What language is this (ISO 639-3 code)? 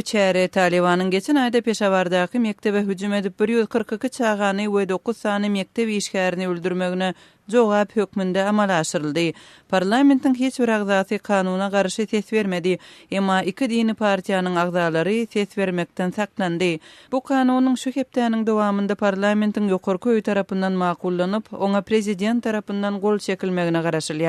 tuk